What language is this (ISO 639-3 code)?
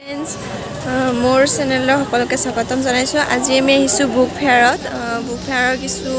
asm